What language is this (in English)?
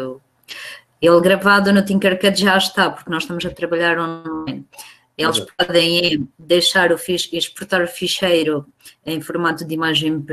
Portuguese